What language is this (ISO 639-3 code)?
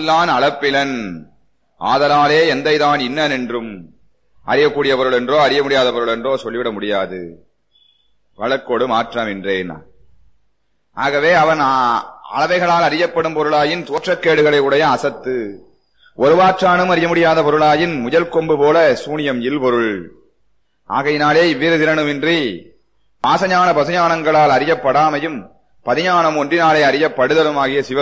tam